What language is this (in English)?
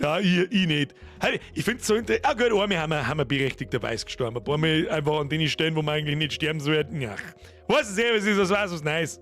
Bavarian